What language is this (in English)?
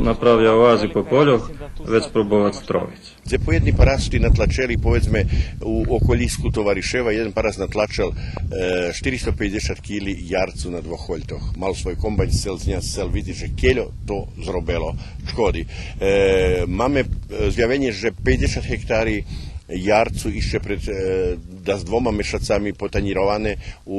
Rusyn